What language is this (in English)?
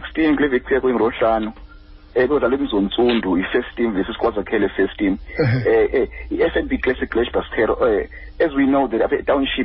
Xhosa